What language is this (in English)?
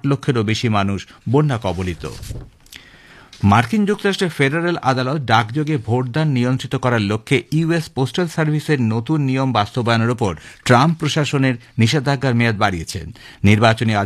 Bangla